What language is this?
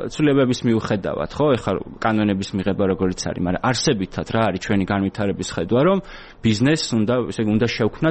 Georgian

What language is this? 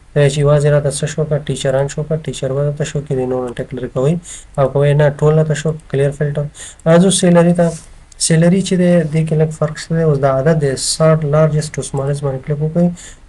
Pashto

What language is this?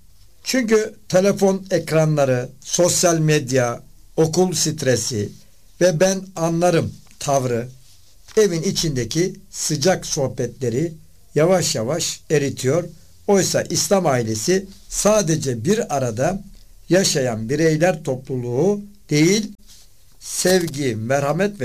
Turkish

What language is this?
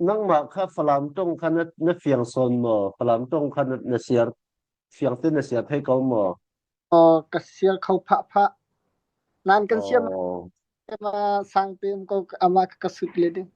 Falam Chin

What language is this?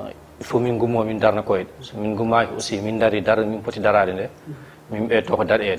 Fula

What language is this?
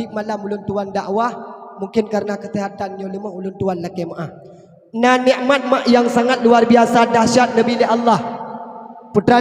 Achinese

